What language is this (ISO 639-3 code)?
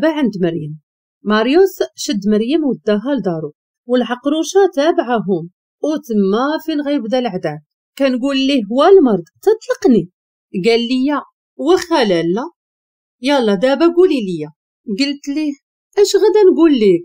ary